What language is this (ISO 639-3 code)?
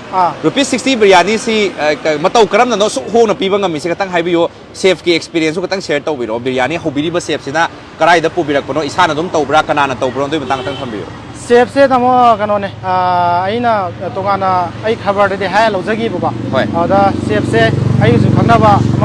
mni